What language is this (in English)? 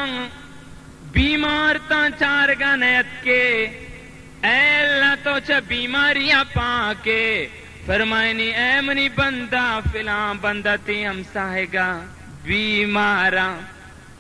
Baluchi